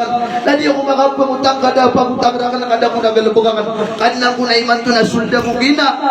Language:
Maranao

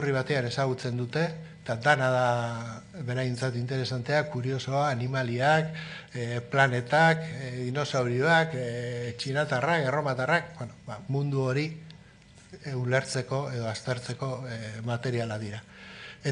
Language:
Basque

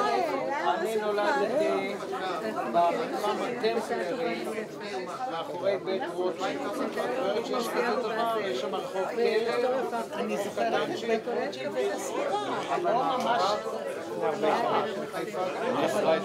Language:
Hebrew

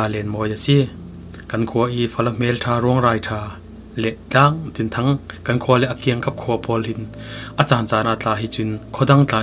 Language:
Falam Chin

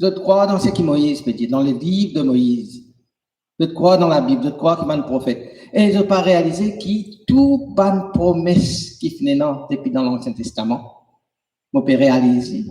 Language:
Morisyen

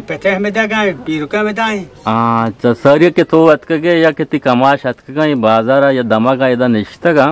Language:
Eastern Balochi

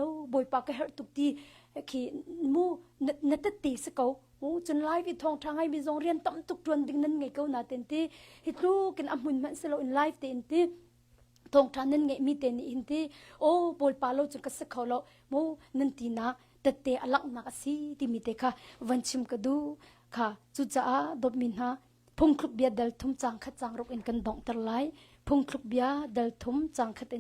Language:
Hakha Chin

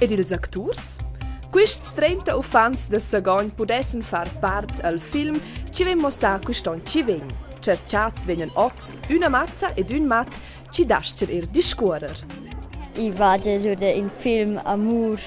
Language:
Romansh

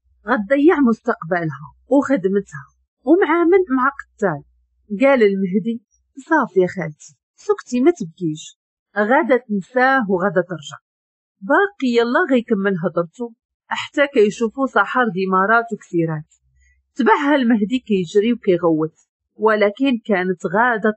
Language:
Moroccan Arabic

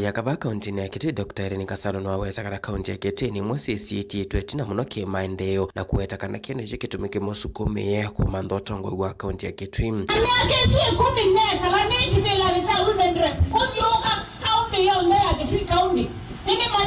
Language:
Kamba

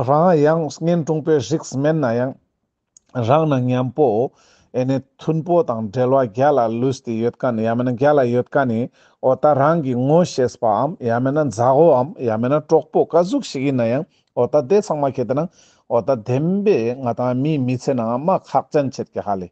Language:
Ladakhi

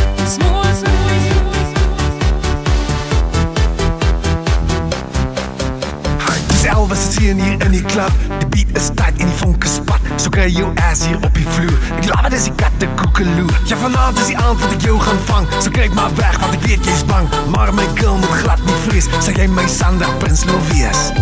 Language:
Afrikaans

